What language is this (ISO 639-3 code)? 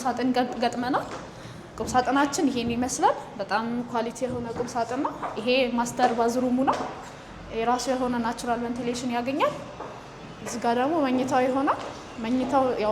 amh